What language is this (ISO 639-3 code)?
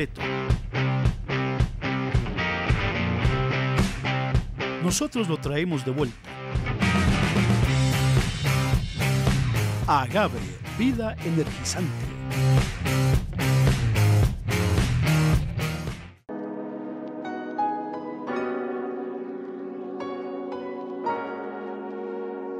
spa